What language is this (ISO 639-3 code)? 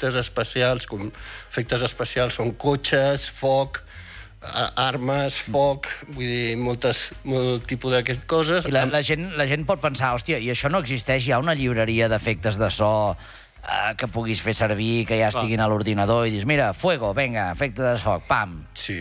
cat